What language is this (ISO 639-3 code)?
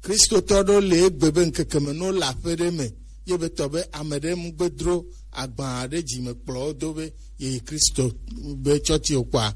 gej